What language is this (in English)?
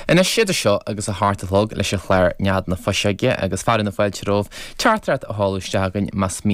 Irish